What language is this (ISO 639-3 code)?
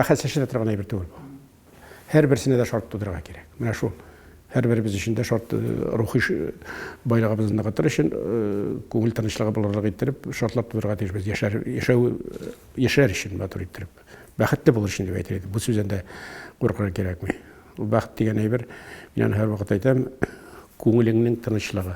tat